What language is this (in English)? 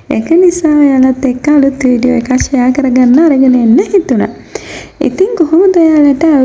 Sinhala